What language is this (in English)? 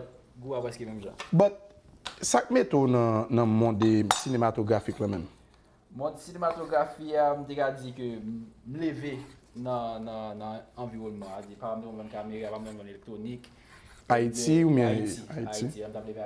Haitian Creole